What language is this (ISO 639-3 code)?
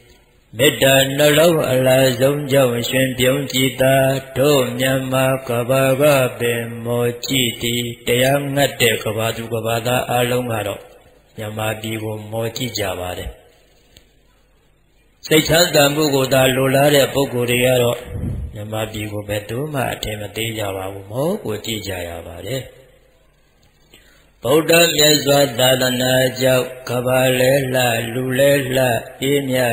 mya